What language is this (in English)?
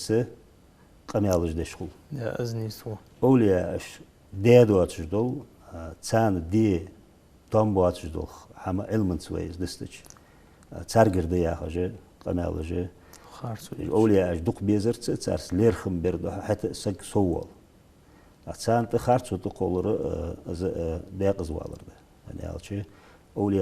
Ingush